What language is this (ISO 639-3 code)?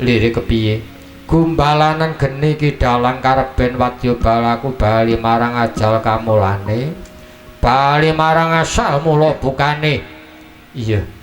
jav